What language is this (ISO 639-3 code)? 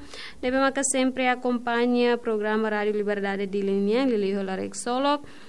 tet